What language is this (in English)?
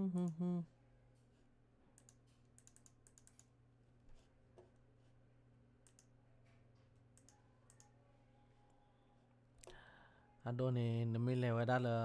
S'gaw Karen